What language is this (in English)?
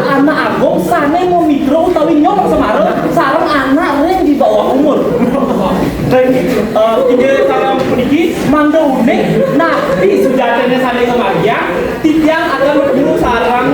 Balinese